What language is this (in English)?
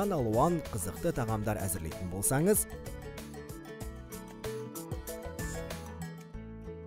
Kazakh